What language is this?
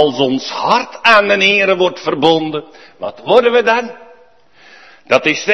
Dutch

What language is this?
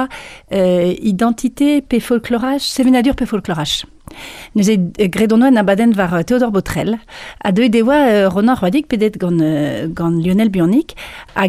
Breton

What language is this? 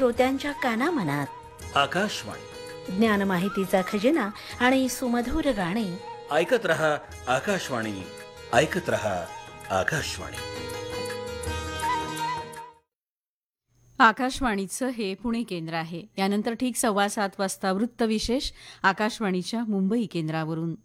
Marathi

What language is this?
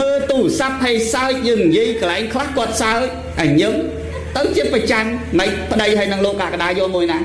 Khmer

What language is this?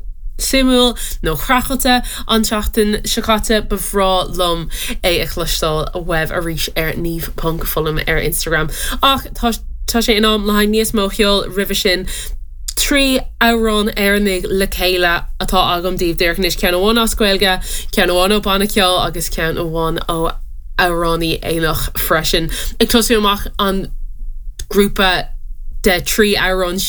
Irish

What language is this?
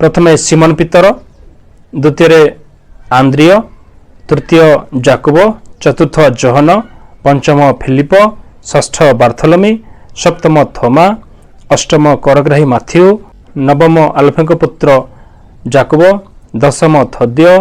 Odia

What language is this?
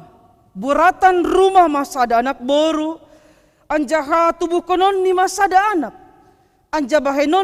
Batak Simalungun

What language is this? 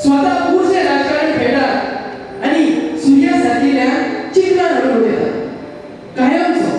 Konkani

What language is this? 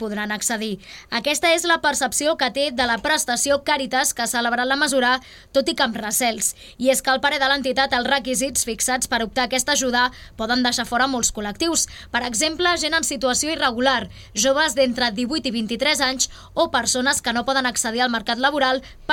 Catalan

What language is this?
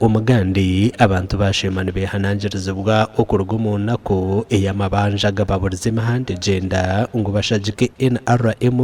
Nyankole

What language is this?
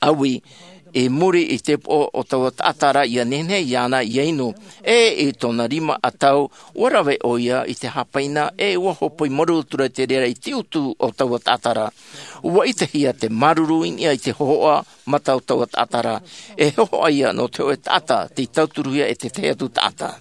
Tahitian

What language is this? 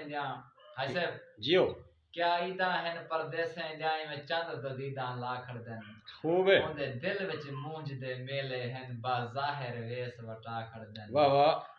Saraiki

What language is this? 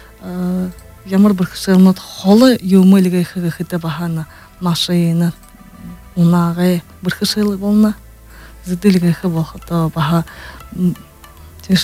Buriat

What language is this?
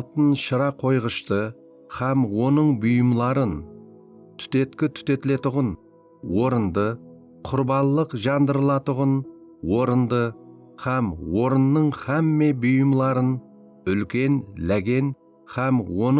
Kara-Kalpak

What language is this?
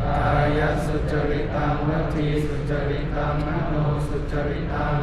Pali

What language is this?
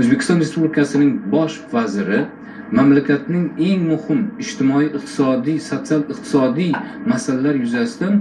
Uzbek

